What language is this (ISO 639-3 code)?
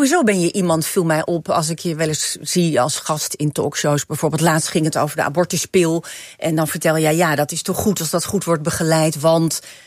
nld